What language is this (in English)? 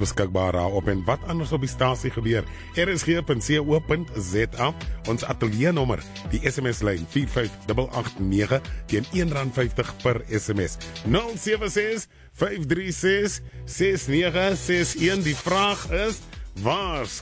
Afrikaans